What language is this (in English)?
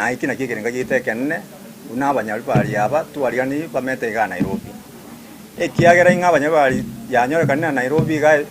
Gusii